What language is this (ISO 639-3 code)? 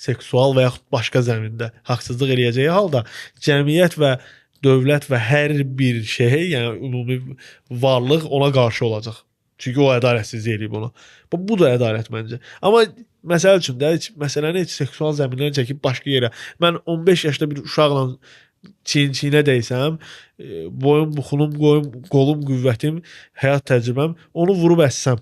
aze